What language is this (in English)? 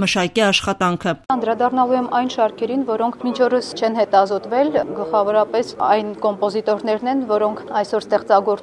Armenian